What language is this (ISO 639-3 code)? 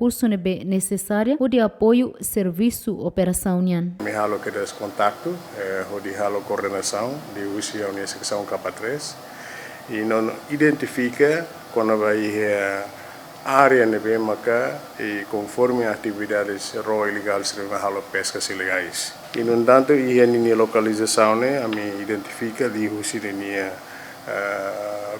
tet